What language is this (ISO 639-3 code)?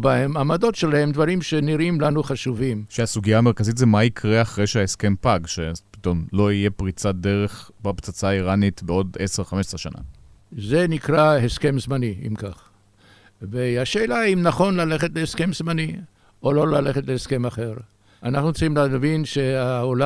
heb